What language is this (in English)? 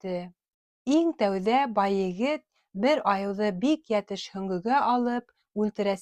Bashkir